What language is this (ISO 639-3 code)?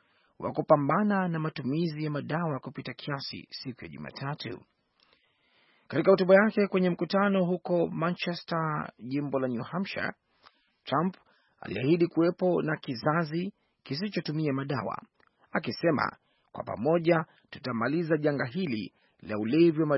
swa